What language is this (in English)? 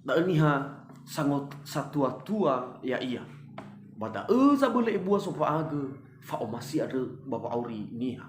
Nias